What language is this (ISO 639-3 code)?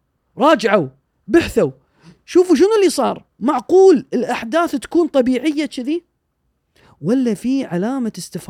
afb